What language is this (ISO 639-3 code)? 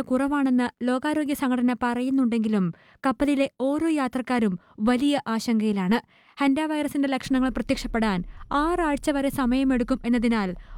mal